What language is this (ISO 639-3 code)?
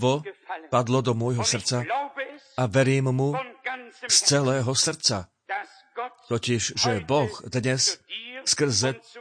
slk